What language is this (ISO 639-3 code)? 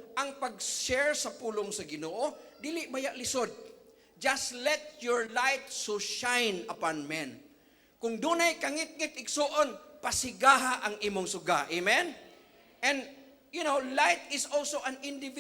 ceb